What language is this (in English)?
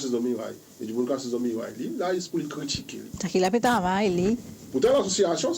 Seselwa Creole French